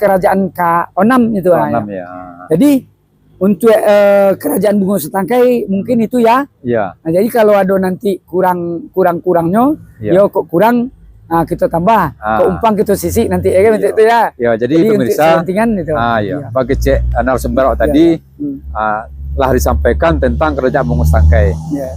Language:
Minangkabau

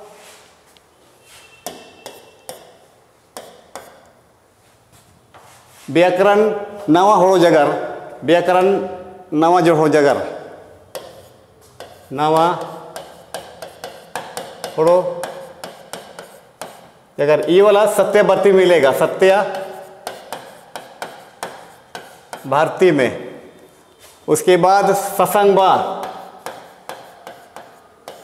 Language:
Hindi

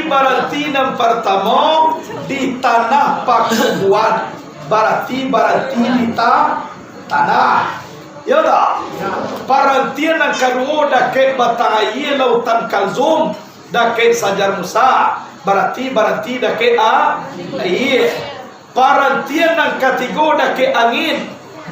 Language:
Minangkabau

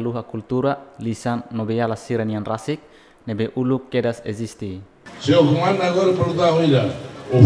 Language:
Tetum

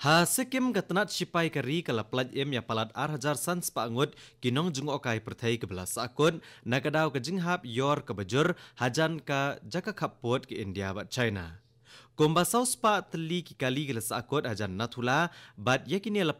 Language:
Khasi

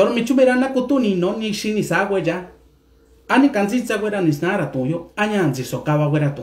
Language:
Mixtepec Mixtec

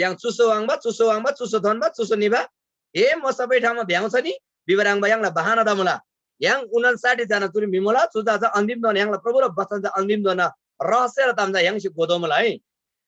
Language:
Eastern Tamang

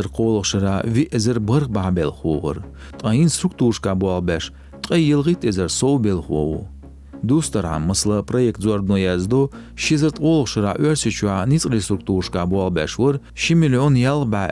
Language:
Chechen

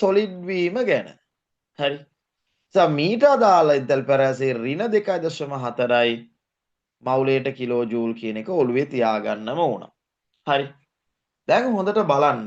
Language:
Sinhala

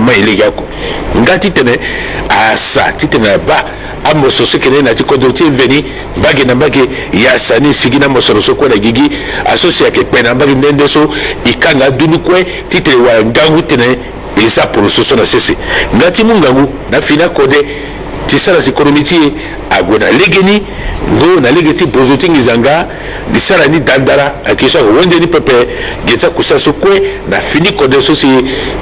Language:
Sango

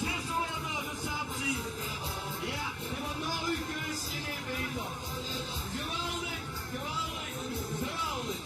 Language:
Limburgish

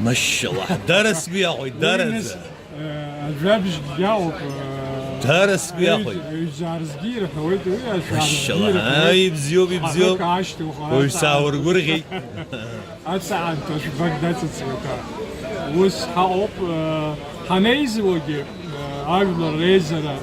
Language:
Abkhazian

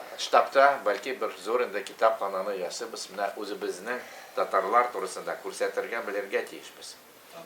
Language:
Tatar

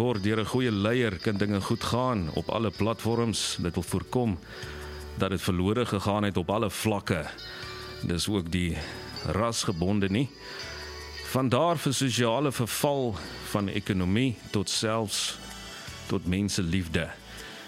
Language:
Afrikaans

